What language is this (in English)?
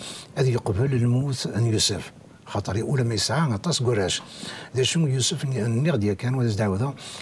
Kabyle